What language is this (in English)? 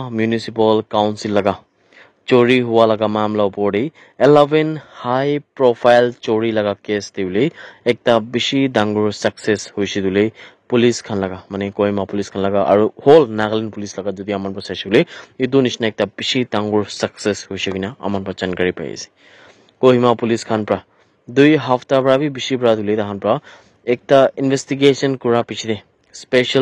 Naga Pidgin